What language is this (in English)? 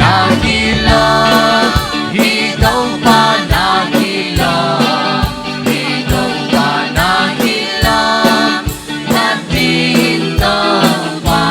Tedim Chin